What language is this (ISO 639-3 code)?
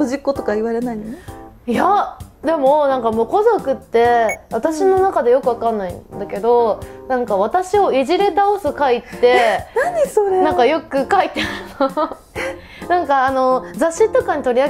jpn